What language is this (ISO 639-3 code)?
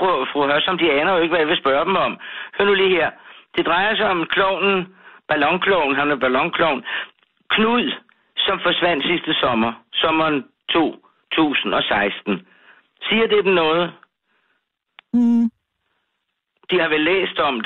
dan